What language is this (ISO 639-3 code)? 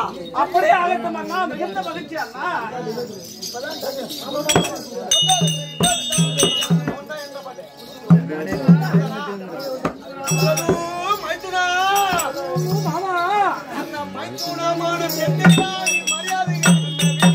tam